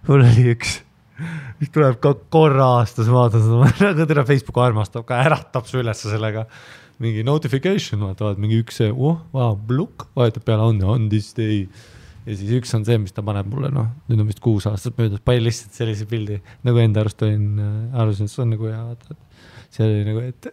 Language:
Estonian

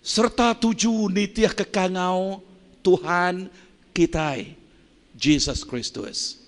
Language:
Iban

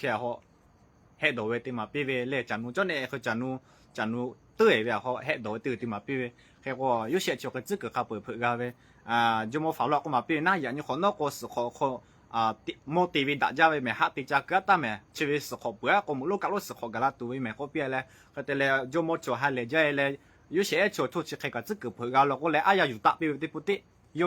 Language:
Lahu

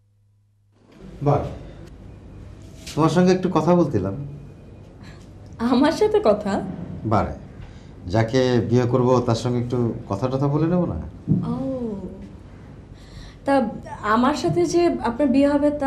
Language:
Bangla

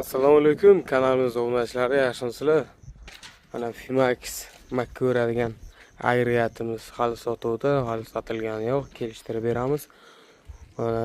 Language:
Uzbek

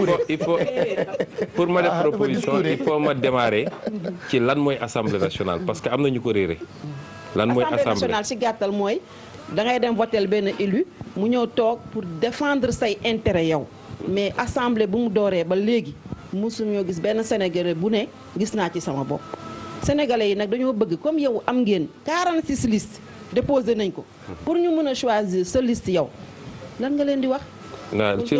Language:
Wolof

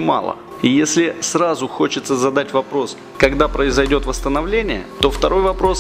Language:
Russian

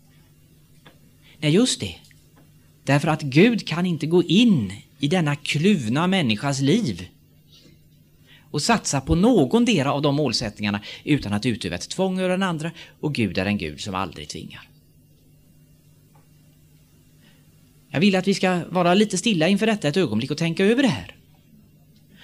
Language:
Swedish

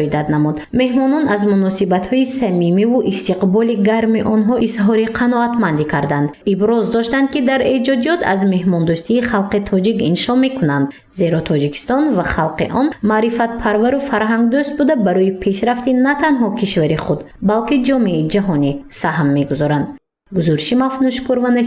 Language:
Tajik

